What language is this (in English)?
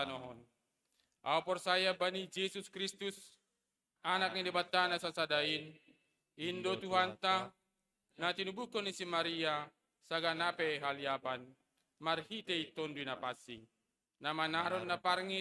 Batak Simalungun